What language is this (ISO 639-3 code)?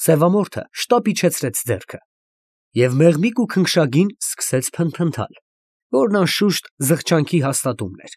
hye